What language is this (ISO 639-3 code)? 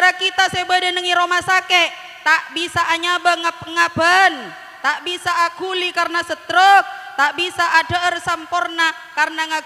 mad